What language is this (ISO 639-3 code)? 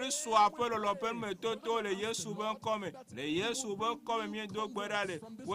ewe